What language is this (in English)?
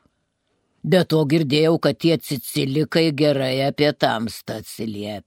Lithuanian